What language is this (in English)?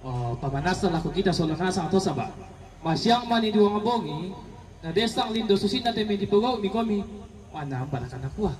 Toraja-Sa'dan